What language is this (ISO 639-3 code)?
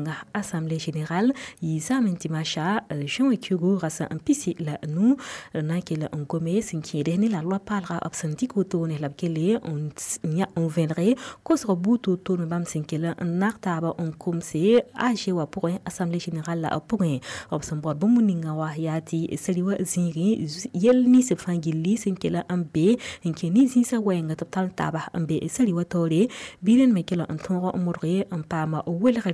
mos